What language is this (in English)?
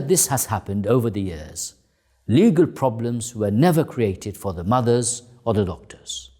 English